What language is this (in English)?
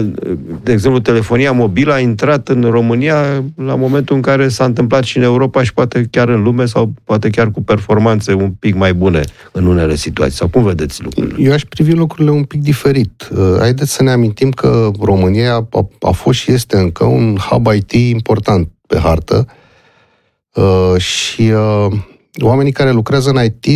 Romanian